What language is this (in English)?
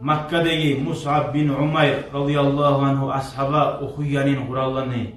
Kumyk